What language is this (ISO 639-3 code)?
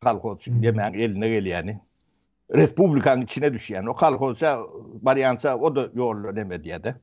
tuk